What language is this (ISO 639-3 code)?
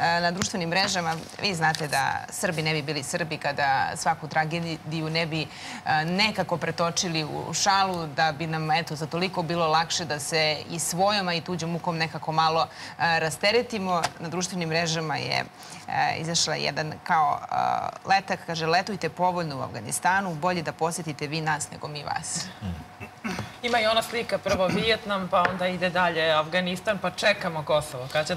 srp